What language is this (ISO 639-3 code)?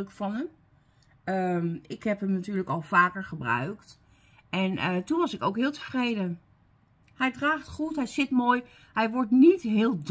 nld